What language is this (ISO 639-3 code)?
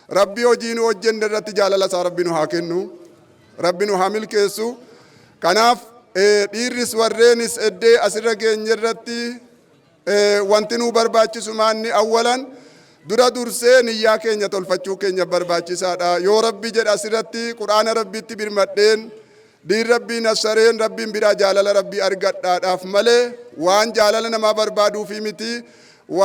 orm